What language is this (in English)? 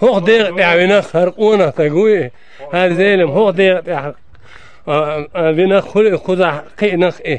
Chechen